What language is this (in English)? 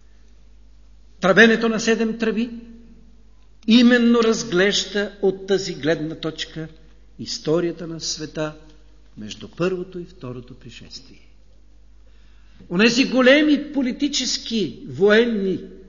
Bulgarian